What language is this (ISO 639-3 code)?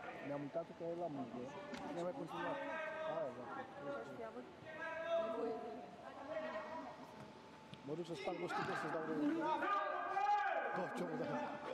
ron